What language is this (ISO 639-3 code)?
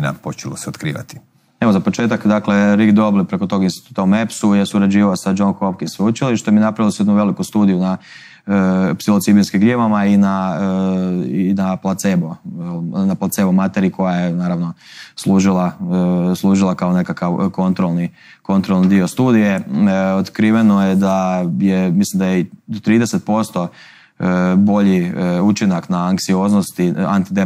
hrv